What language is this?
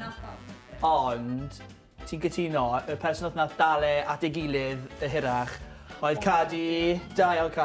Welsh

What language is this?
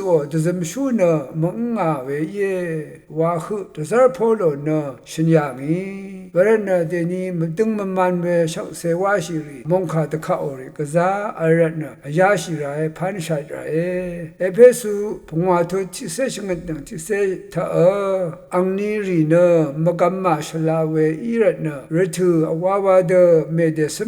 Rawang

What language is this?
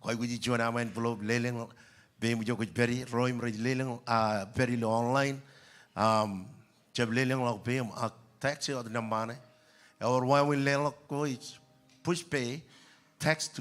Marshallese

